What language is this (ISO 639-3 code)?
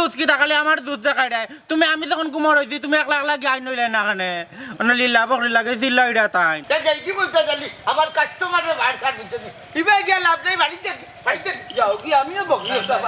syl